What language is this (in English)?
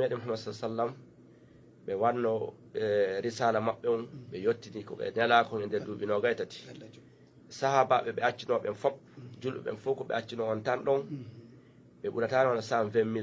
Fula